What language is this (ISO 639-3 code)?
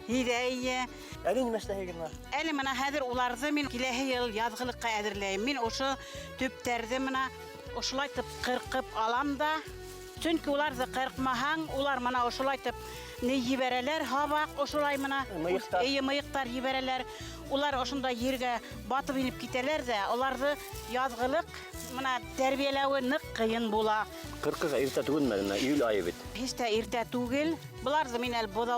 bak